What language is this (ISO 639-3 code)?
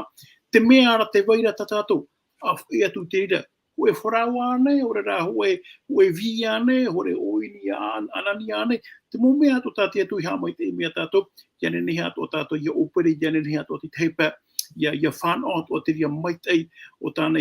tah